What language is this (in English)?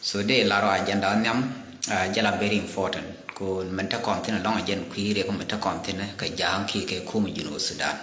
Nuer